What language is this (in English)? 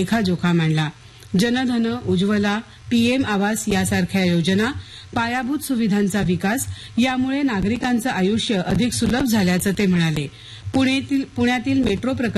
Marathi